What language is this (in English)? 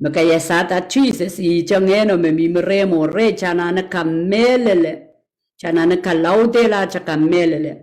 Pohnpeian